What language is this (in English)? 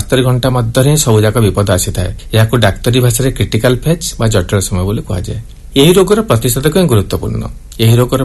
Odia